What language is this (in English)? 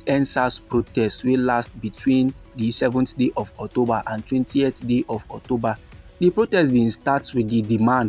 Nigerian Pidgin